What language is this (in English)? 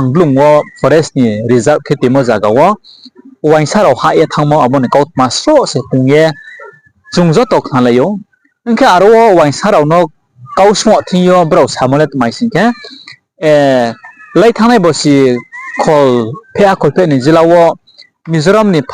Riang (India)